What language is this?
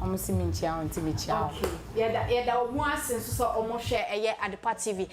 Akan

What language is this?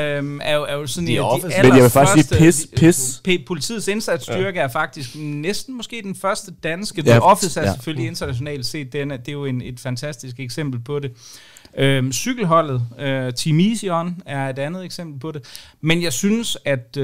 Danish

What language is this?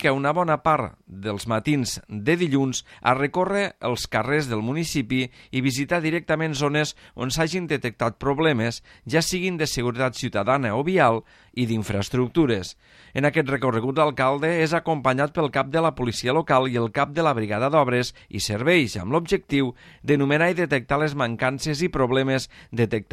Catalan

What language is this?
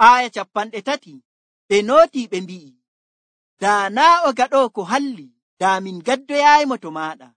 Nigerian Fulfulde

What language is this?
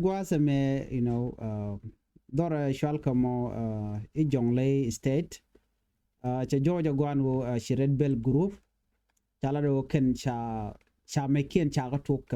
Nuer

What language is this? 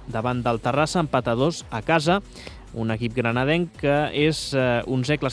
Catalan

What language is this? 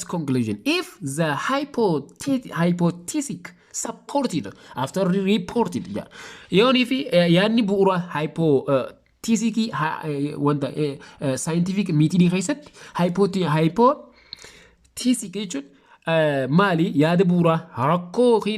Oromo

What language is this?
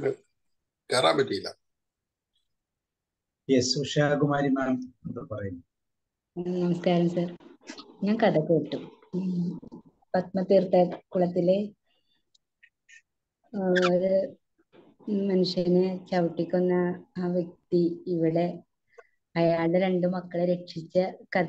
Malayalam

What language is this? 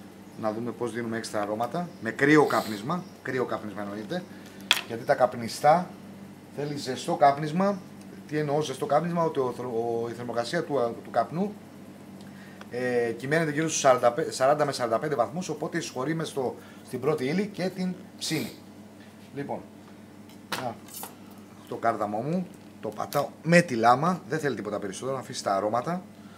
Greek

